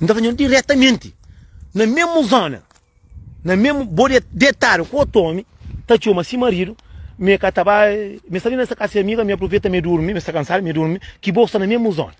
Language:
Kabuverdianu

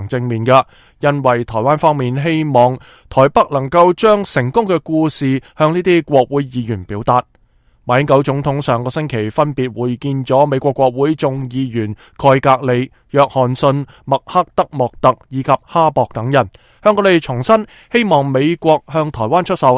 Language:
Cantonese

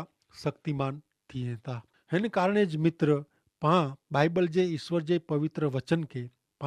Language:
Kachhi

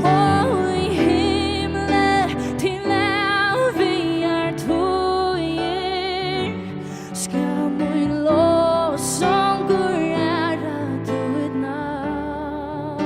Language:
Faroese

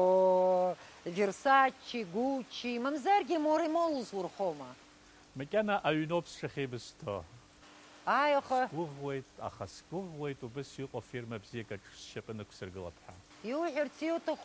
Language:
Abkhazian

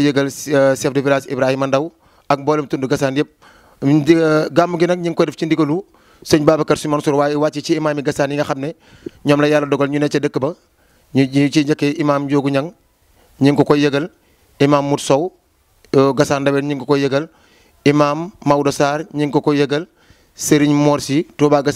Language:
Wolof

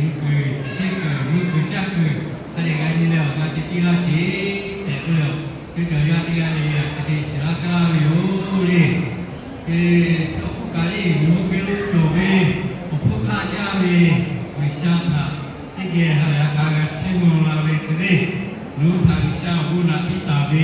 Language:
Lahu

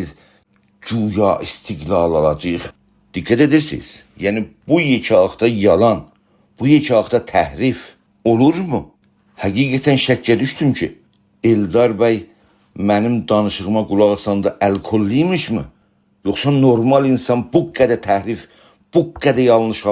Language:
South Azerbaijani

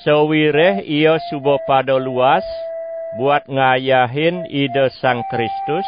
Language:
Balinese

